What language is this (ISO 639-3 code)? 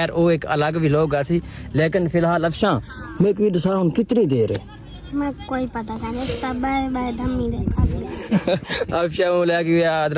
skr